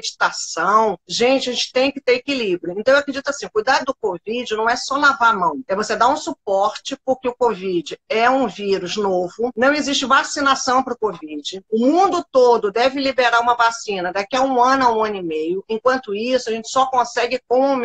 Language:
Portuguese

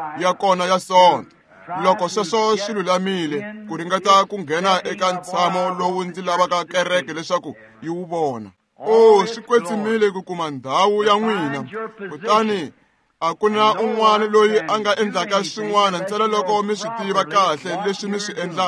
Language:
Tsonga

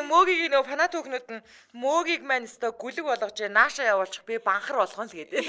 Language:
Mongolian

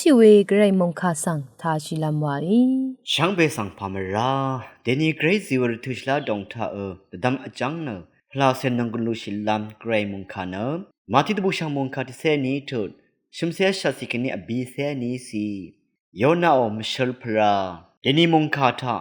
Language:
Rawang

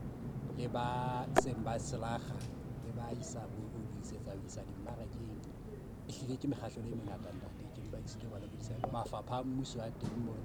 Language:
Southern Sotho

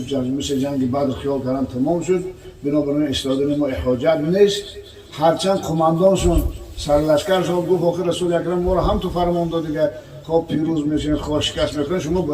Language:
Tajik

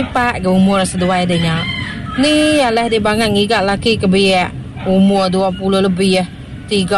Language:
Iban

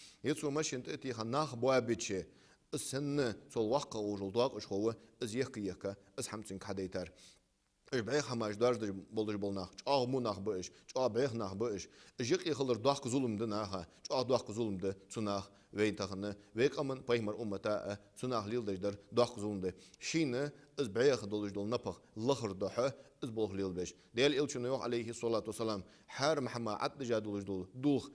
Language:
Ingush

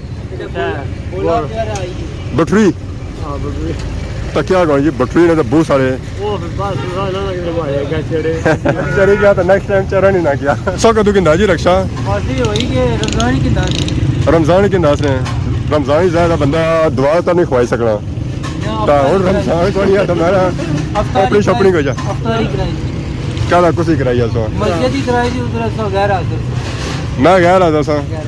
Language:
Pahari-Potwari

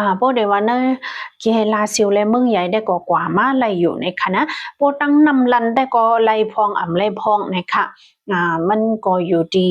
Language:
Shan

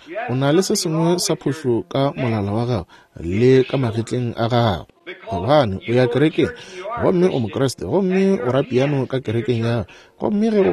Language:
Northern Sotho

